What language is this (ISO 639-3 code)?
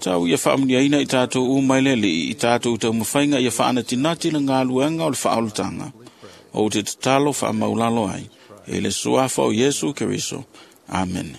smo